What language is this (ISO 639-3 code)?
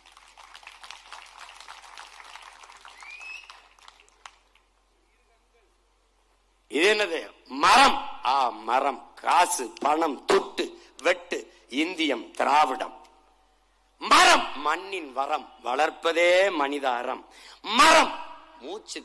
tam